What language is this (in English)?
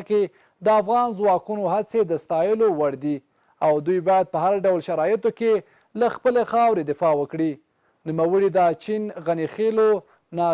Pashto